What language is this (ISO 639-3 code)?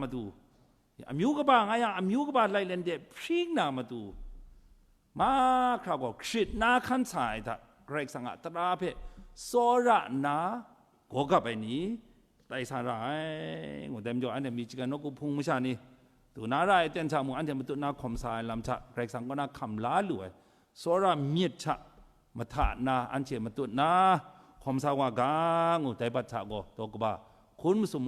kac